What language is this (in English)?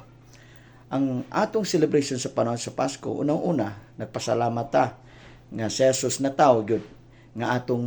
Cebuano